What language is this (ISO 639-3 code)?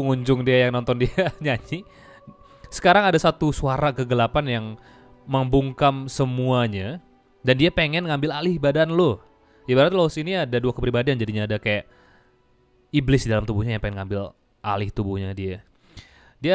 ind